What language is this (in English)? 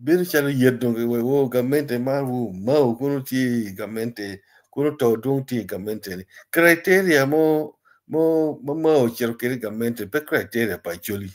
Acoli